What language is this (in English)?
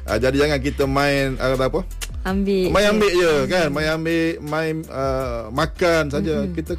Malay